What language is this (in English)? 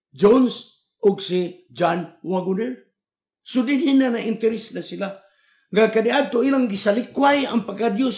Cebuano